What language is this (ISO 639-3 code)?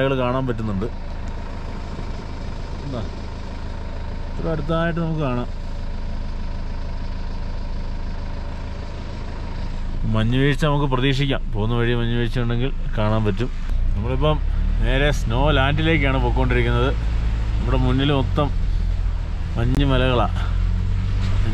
mal